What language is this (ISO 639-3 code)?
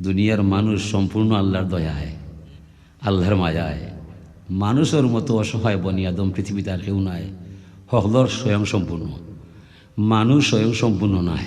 syl